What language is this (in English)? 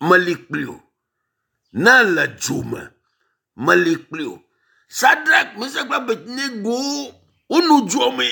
Ewe